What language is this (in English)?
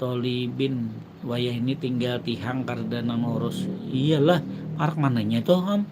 Banjar